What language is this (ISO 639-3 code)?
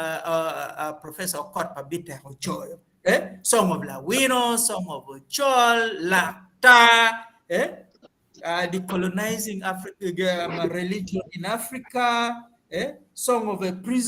ach